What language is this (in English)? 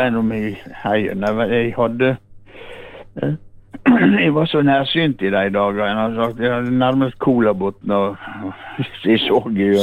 Norwegian